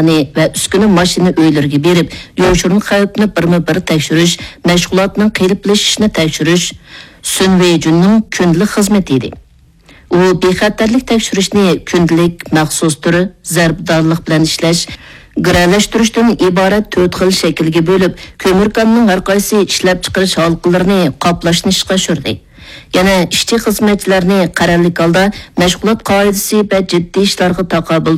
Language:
Uyghur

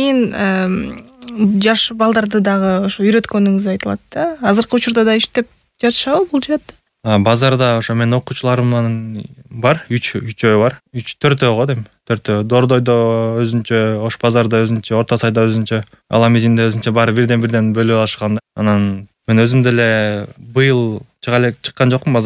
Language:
Kyrgyz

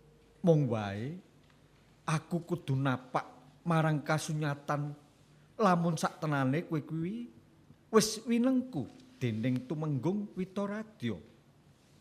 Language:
Javanese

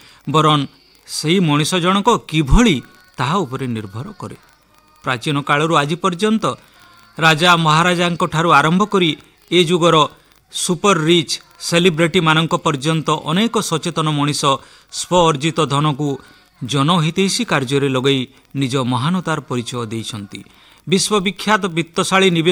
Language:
Odia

